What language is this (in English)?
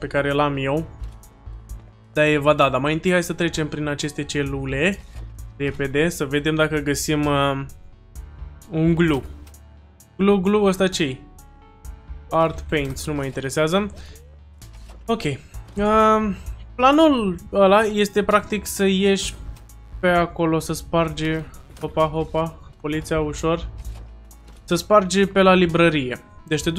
Romanian